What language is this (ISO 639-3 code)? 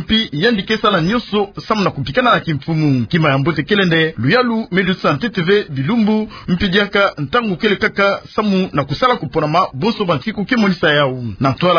ktu